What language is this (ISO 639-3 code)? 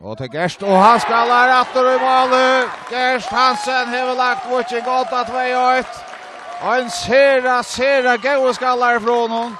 fao